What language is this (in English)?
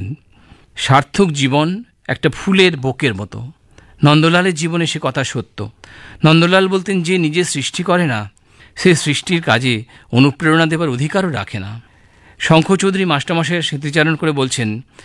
Bangla